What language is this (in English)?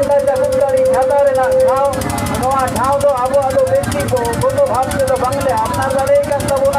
Santali